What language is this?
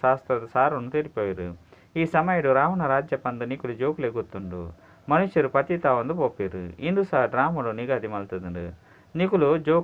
Tulu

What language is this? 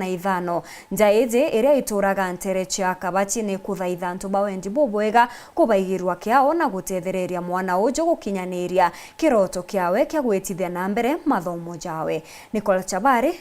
Meru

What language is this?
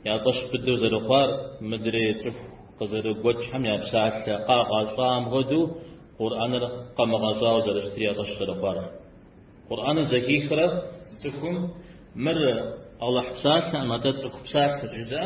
Kabardian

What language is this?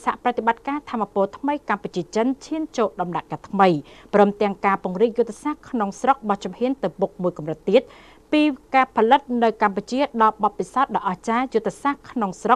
Khmer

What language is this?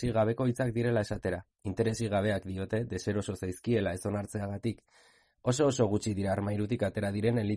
Basque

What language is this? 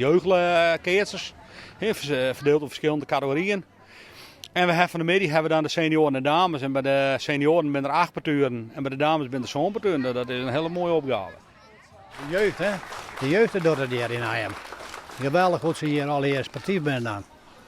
Western Frisian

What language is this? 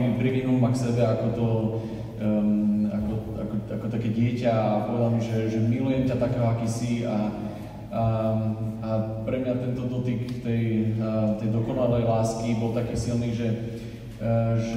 Slovak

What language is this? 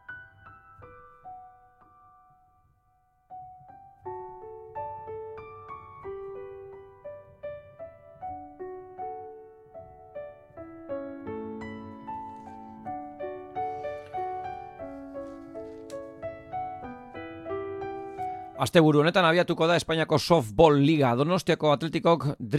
Basque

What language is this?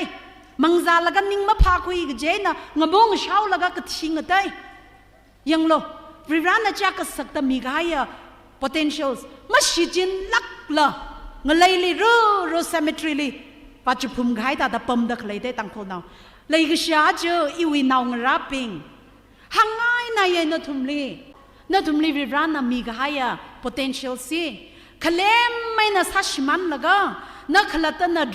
Tangkhul Naga (India)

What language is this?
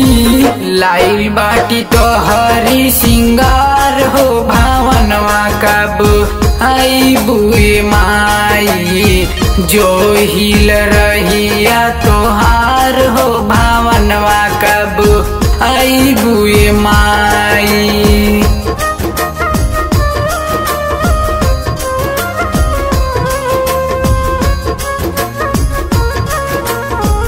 Bhojpuri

